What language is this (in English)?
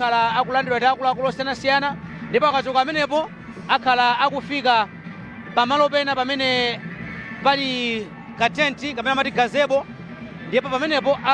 Nyanja